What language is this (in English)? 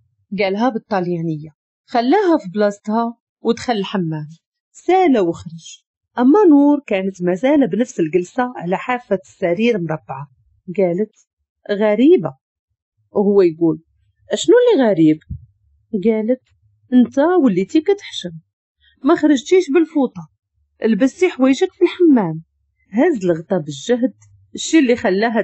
Moroccan Arabic